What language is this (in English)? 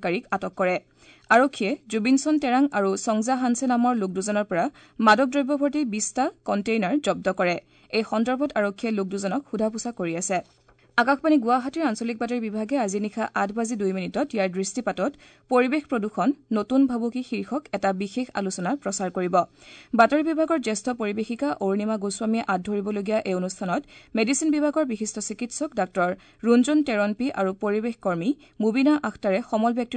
Assamese